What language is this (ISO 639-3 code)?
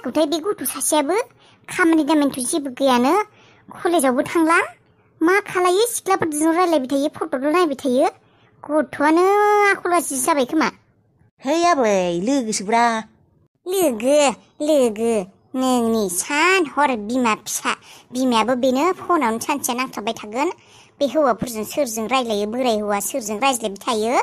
brx